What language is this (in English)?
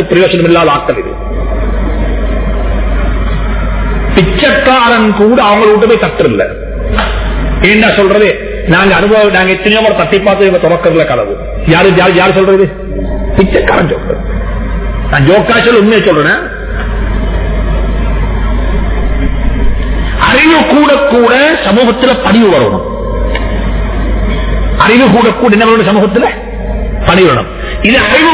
Tamil